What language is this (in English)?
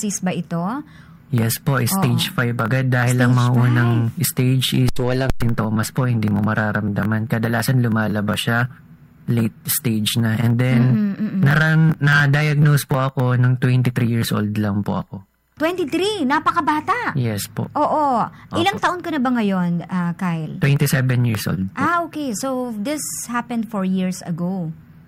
Filipino